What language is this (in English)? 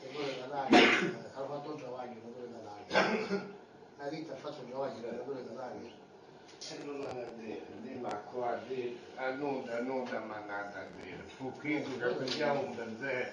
Sicilian